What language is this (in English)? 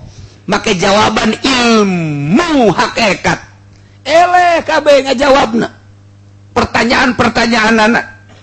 Sundanese